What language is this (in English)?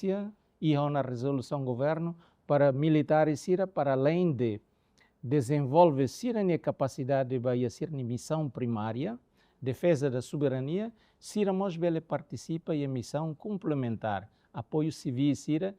Tetum